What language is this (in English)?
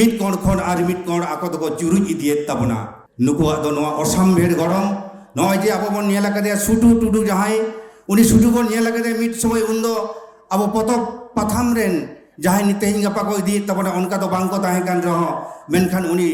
Santali